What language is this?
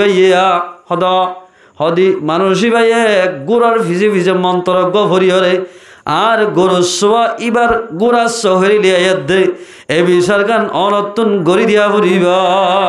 Rohingya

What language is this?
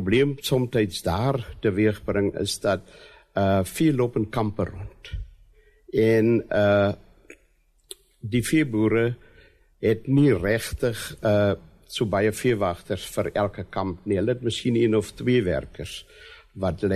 Afrikaans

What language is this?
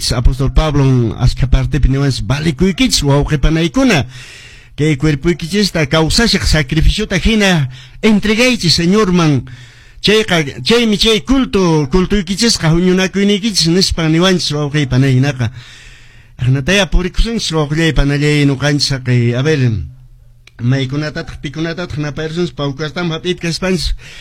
Quechua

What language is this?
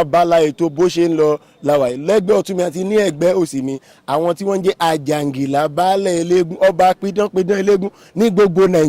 Yoruba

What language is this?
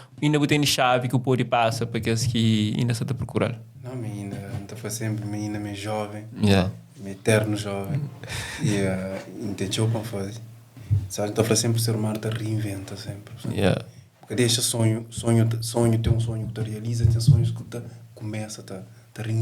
Kabuverdianu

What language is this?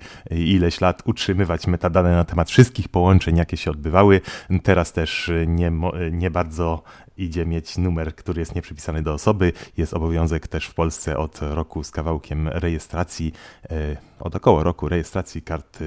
Polish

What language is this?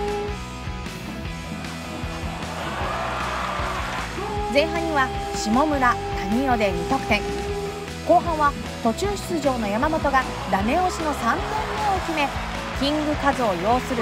Japanese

